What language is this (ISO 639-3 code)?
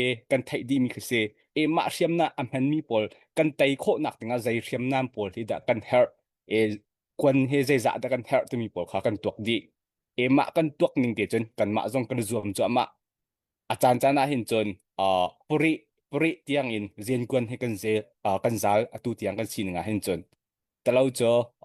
cnh